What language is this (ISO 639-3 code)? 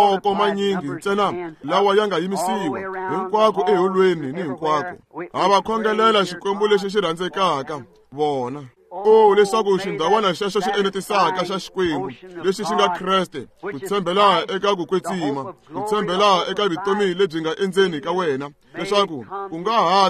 tso